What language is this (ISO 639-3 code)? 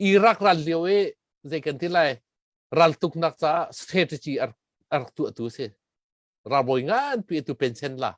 cnh